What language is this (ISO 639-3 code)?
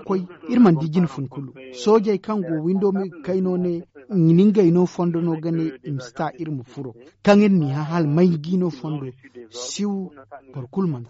dje